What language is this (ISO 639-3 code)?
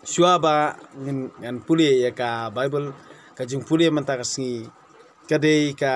kha